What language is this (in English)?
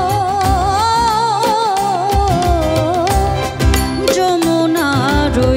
Bangla